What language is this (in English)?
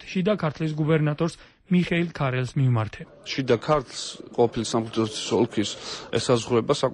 Georgian